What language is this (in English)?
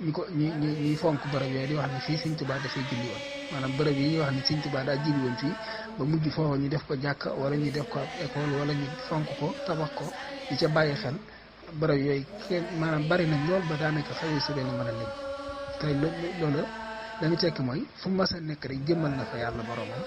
Wolof